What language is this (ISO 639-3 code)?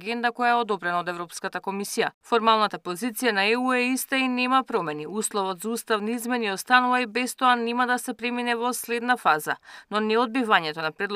mkd